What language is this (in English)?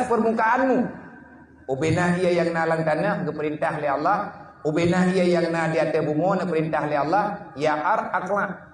Achinese